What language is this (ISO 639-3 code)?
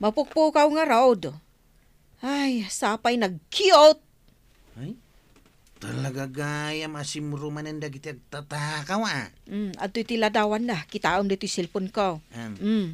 ilo